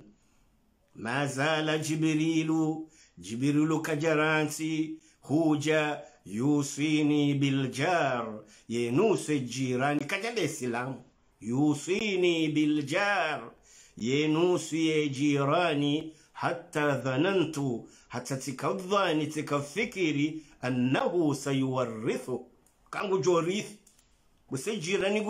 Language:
Swahili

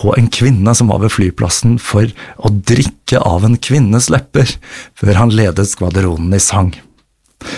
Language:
Norwegian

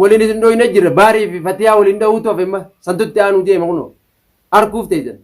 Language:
Oromo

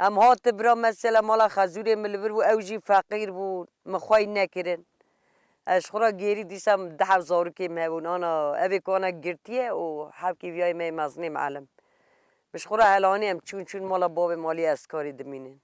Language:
Kurdish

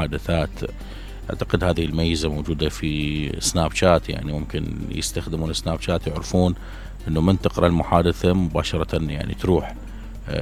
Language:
Mesopotamian Arabic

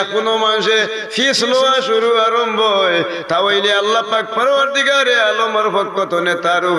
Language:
Sylheti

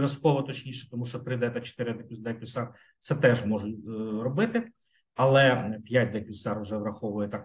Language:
Ukrainian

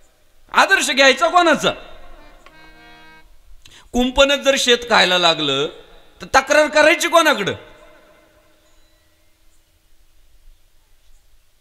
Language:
Marathi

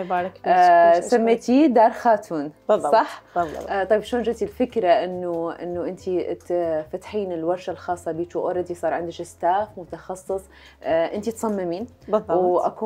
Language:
Mesopotamian Arabic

